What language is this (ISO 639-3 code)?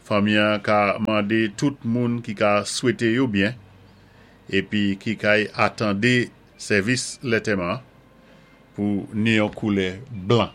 acf